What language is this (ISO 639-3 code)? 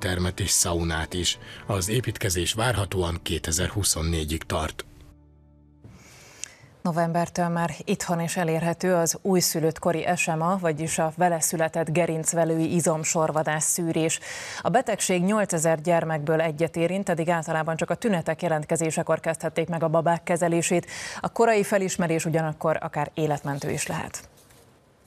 hun